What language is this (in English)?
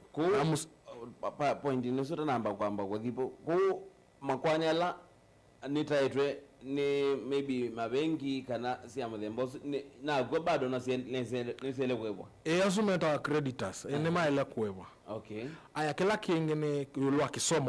Kamba